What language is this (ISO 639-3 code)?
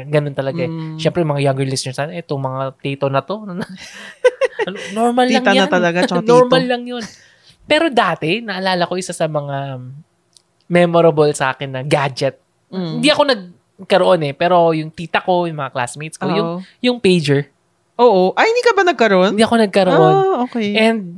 fil